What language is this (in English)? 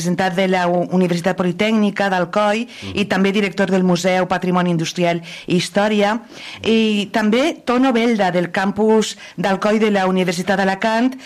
Catalan